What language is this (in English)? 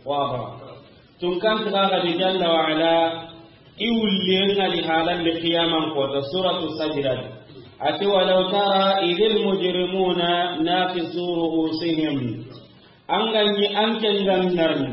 Soninke